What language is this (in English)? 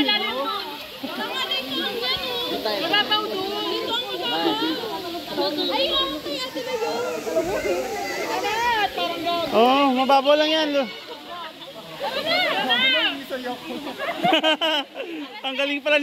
Filipino